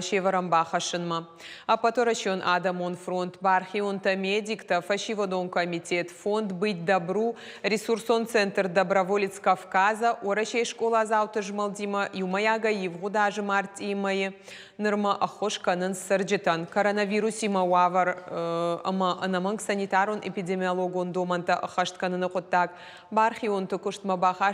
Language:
Ossetic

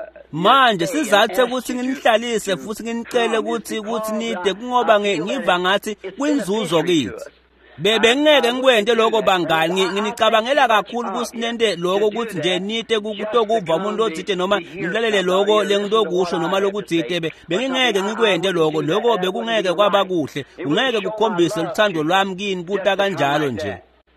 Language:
Swati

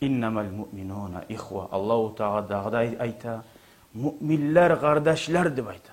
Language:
Kumyk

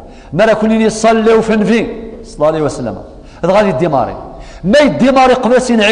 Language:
Kabyle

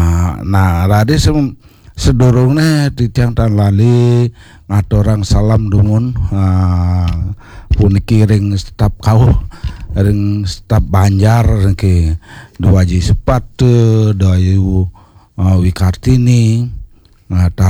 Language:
Balinese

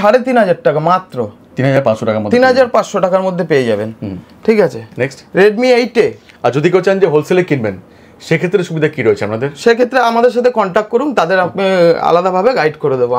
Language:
Bangla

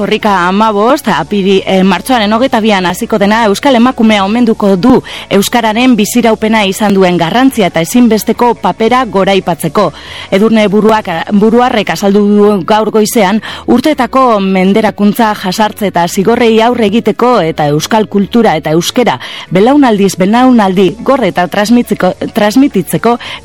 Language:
Basque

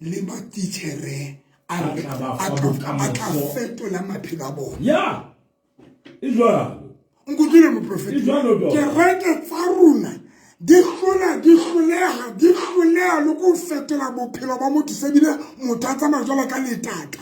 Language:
Southern Sotho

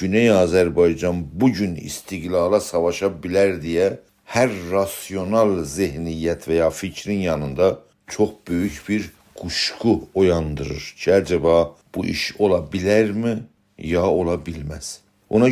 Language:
South Azerbaijani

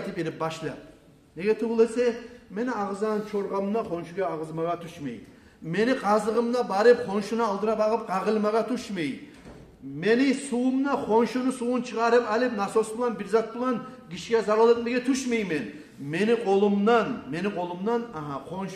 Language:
Kumyk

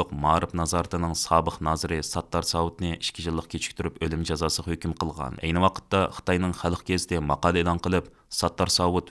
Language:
Uyghur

